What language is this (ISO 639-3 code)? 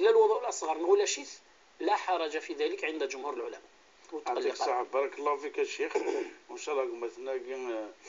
kab